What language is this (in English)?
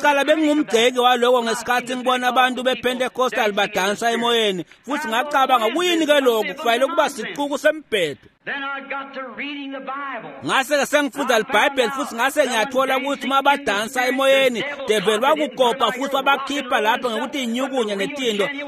Swati